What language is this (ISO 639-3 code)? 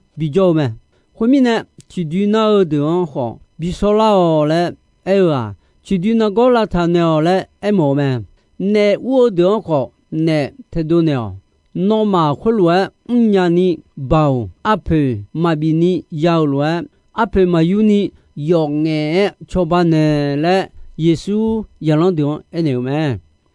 ahk